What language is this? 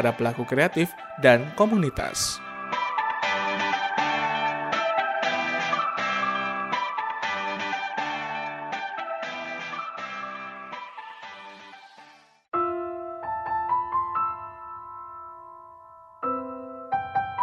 Indonesian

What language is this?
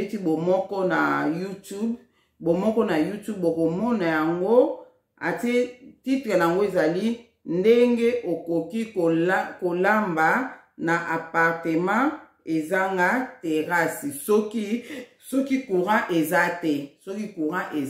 Lingala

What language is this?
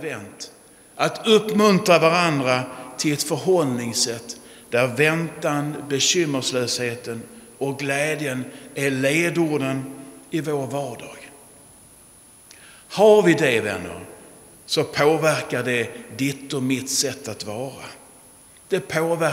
Swedish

